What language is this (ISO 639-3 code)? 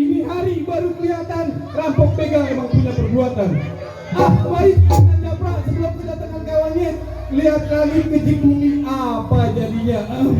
bew